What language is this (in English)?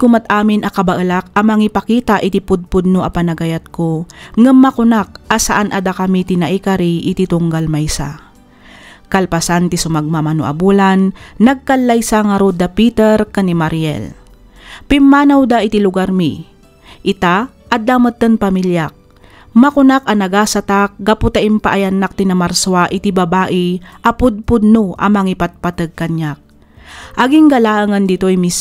Iloko